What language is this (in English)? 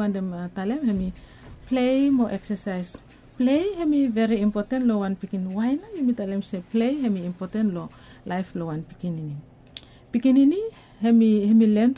Bislama